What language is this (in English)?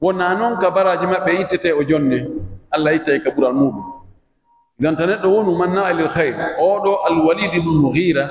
Pular